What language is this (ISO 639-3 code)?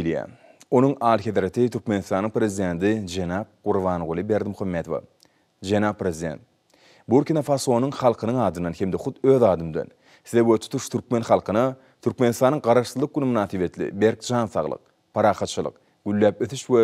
tuk